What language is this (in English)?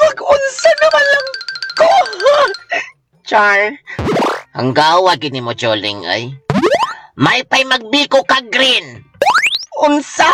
Cebuano